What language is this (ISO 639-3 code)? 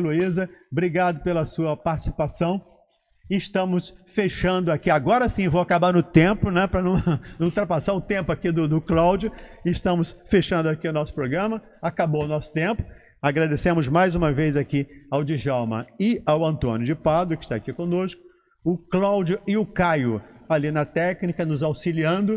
por